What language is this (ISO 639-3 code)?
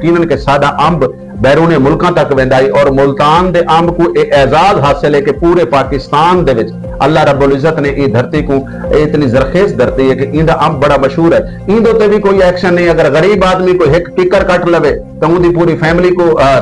skr